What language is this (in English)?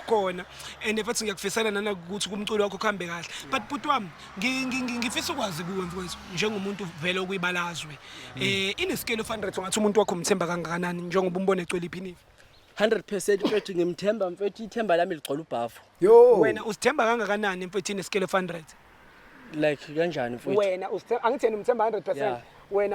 Zulu